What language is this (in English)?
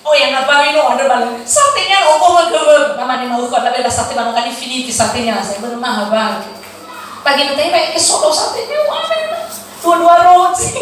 Nias